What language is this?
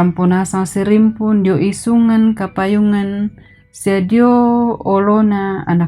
Toraja-Sa'dan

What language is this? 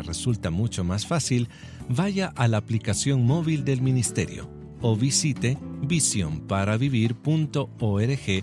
Spanish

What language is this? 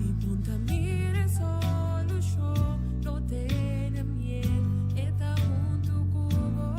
Papiamento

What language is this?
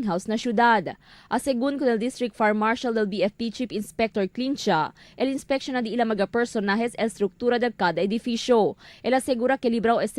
Chavacano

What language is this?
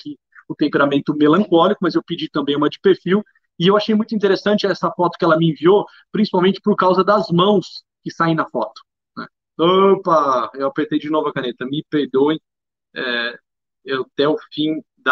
Portuguese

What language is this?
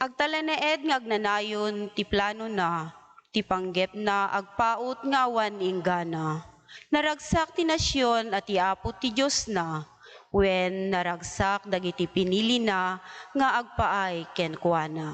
Iloko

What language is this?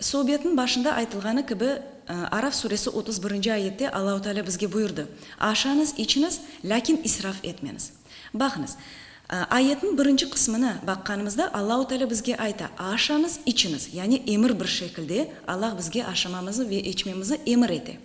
Crimean Tatar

